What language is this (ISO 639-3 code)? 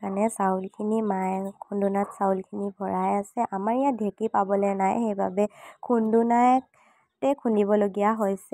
asm